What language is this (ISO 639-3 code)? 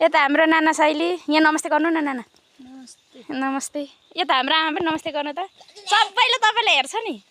nep